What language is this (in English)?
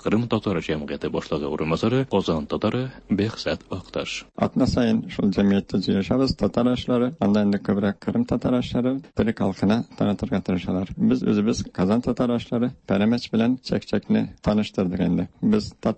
Tatar